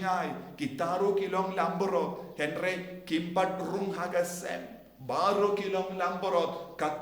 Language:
Khasi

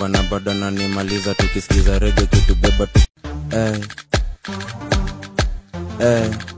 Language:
Swahili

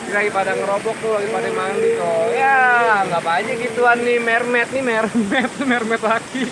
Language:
Betawi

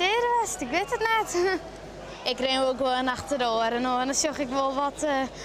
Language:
Western Frisian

